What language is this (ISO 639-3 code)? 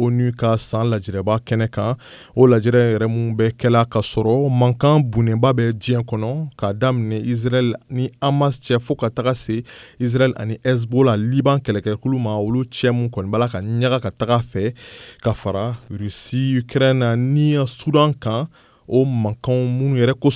bam